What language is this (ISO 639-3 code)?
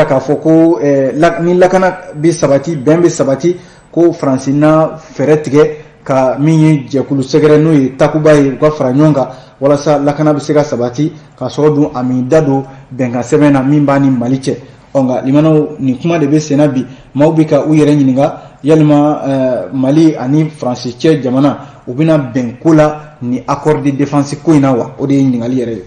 bam